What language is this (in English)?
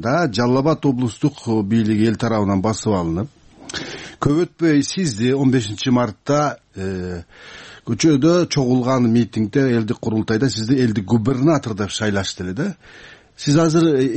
Kyrgyz